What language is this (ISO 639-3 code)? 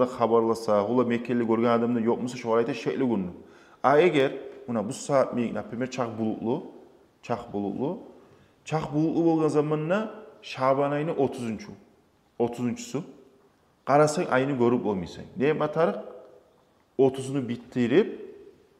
kum